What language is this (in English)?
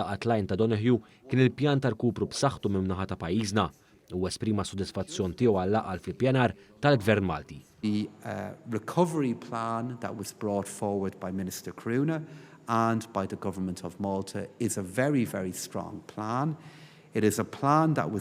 Maltese